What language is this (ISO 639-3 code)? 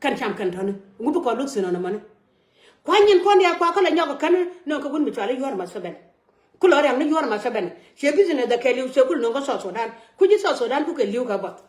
nus